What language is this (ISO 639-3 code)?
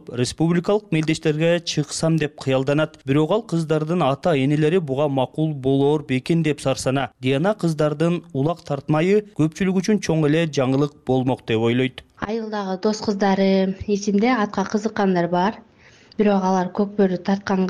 kir